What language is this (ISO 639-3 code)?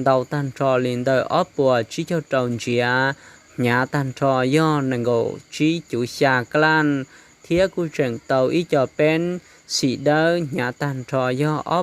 hmn